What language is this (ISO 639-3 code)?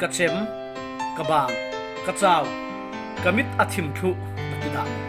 cfm